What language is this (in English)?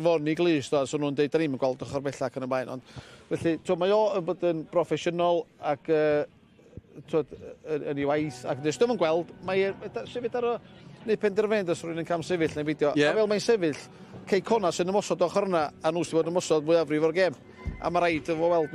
Welsh